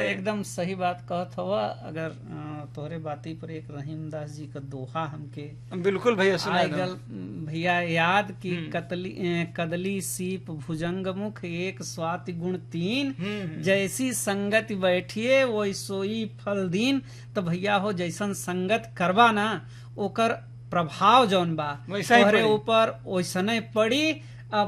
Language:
Bhojpuri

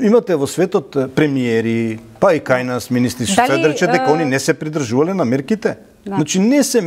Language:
Macedonian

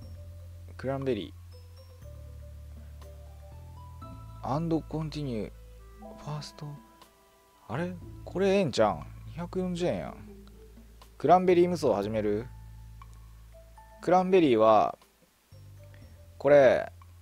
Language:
Japanese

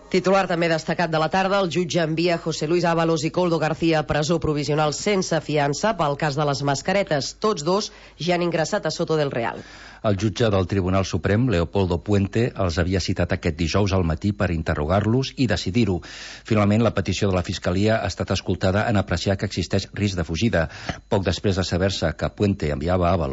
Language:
Catalan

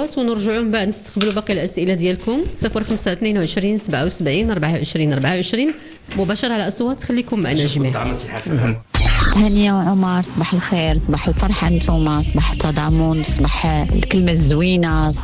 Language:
Moroccan Arabic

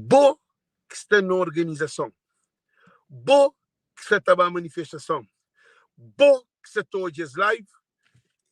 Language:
Kabuverdianu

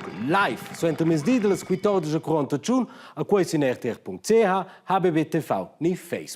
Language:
Romansh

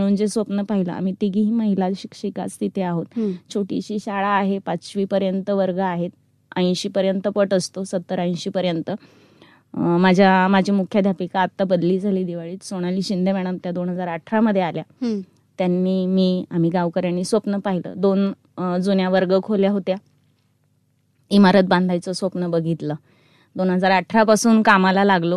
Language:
Marathi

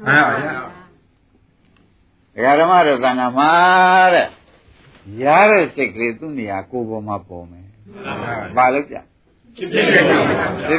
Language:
Burmese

